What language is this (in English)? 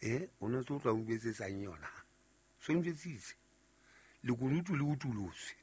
Southern Sotho